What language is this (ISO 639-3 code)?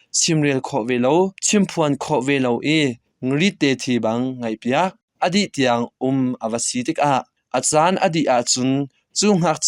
cnh